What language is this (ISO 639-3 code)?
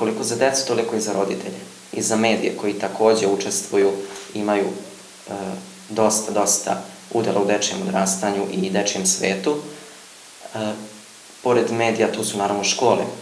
srp